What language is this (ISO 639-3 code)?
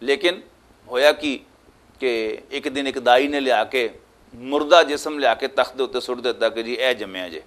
lah